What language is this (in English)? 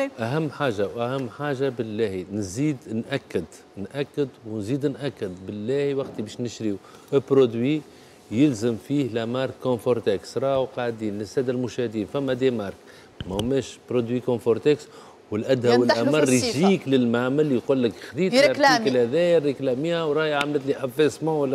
Tunisian Arabic